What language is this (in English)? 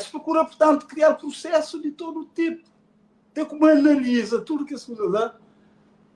Kabuverdianu